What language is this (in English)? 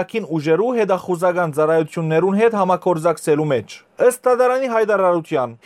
Western Armenian